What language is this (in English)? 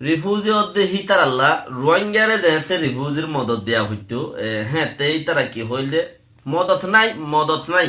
Rohingya